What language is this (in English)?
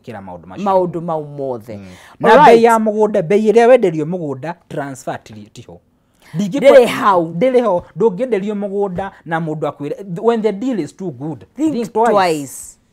Kikuyu